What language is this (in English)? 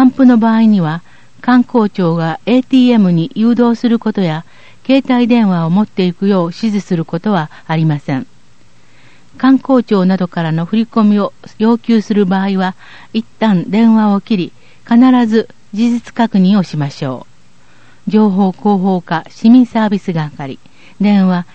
Japanese